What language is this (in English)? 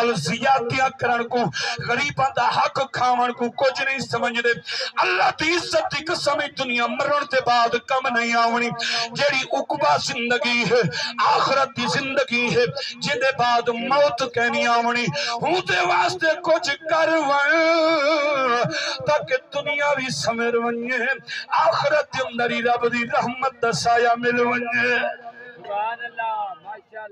Saraiki